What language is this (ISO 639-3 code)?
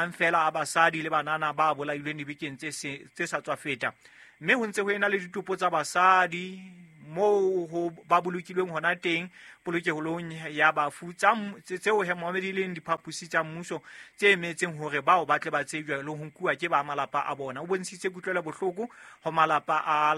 sot